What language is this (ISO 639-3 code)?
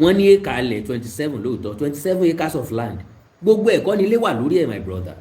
yor